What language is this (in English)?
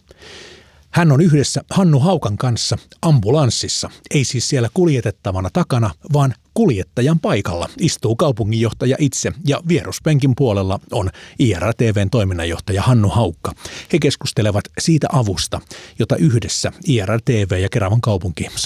Finnish